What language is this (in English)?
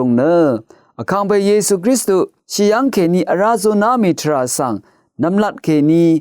Rawang